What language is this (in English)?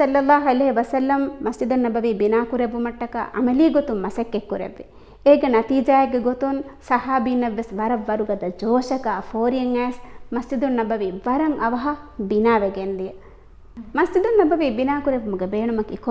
Divehi